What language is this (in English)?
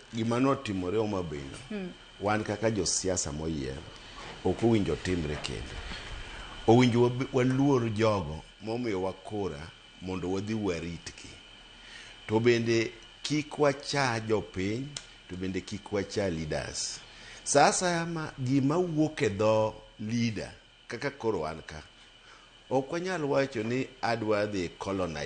Luo (Kenya and Tanzania)